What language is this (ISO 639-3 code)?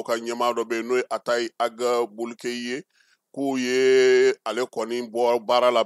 bam